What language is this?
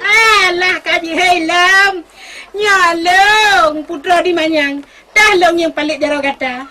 Achinese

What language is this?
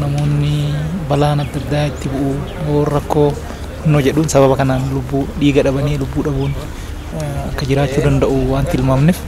Oromo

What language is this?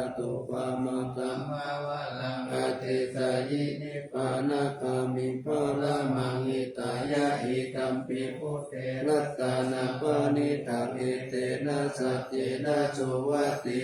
Pali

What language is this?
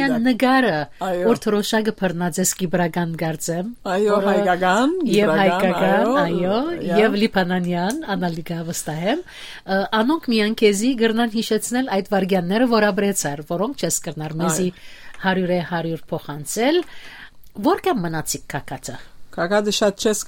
Western Armenian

